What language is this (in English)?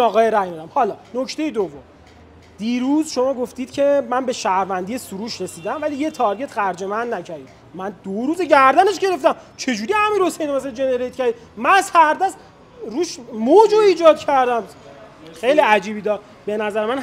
Persian